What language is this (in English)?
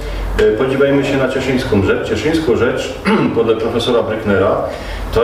Silesian